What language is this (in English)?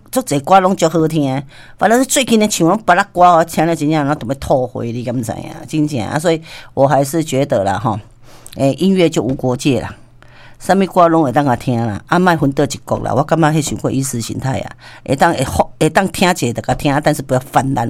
Min Nan Chinese